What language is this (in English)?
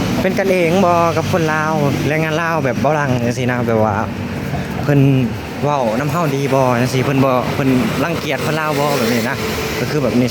Lao